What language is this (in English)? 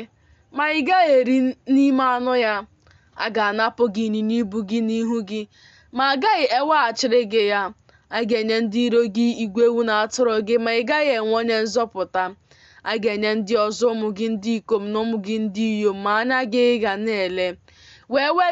Igbo